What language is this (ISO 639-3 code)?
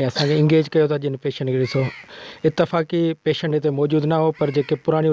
snd